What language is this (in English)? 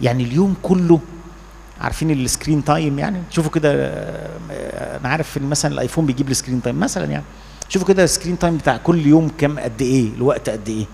Egyptian Arabic